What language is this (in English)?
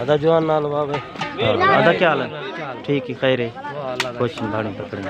Saraiki